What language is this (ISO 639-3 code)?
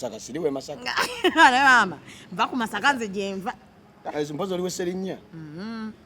lug